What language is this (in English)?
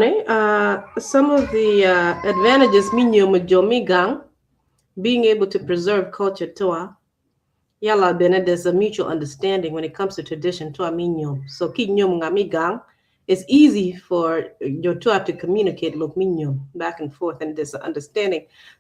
Acoli